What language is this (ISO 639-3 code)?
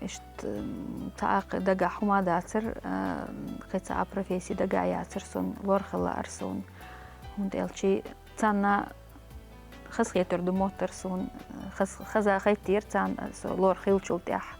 che